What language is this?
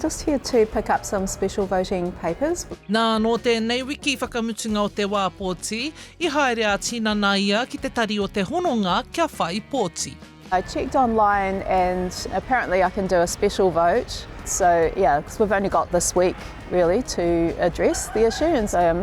Māori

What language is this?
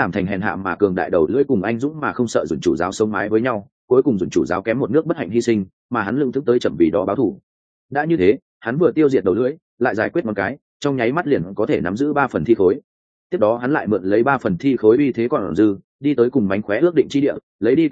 Vietnamese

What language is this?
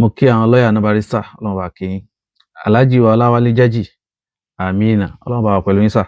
Yoruba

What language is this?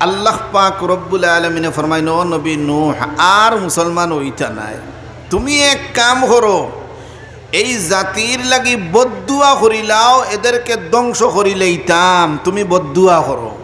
Sylheti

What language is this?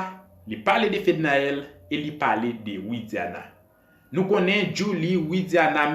Haitian Creole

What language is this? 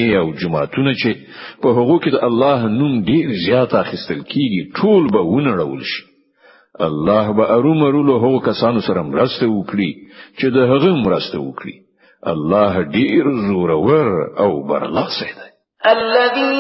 Pashto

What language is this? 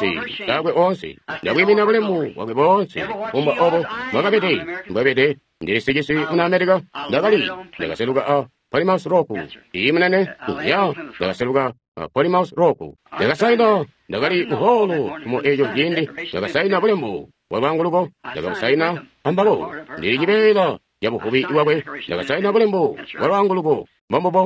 Tonga (Zambia)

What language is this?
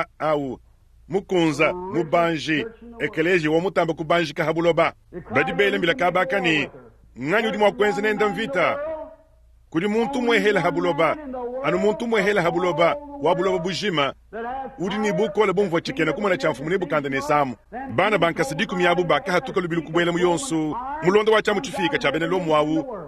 Luba-Lulua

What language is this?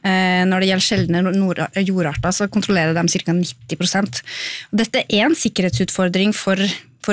Norwegian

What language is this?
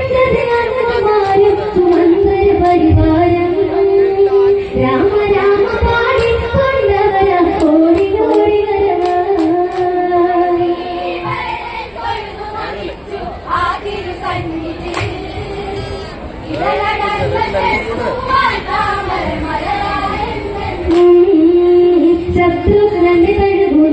Malayalam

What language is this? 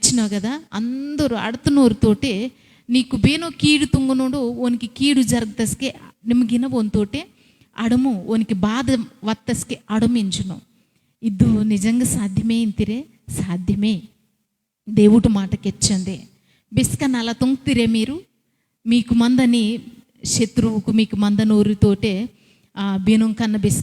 Koya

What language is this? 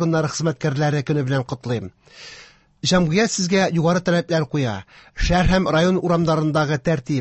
Tatar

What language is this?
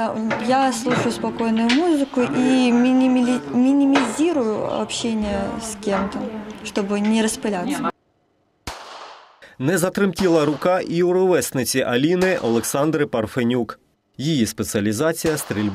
Ukrainian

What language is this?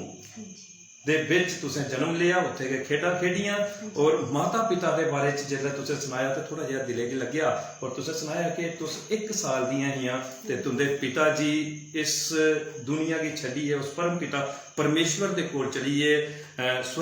Dogri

